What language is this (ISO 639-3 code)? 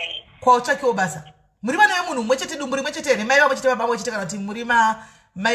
sna